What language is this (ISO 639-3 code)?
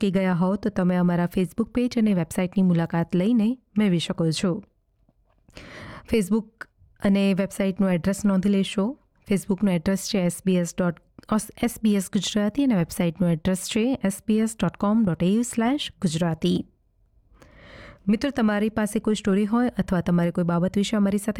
guj